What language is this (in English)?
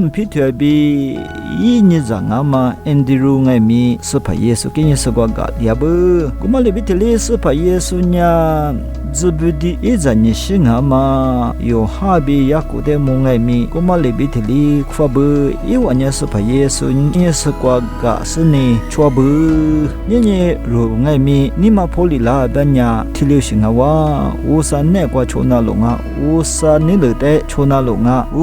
Lisu